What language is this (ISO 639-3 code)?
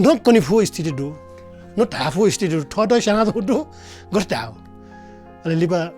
new